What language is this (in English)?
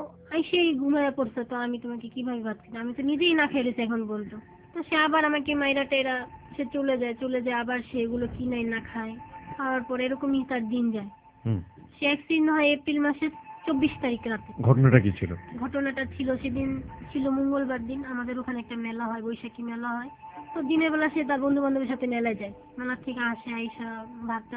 Bangla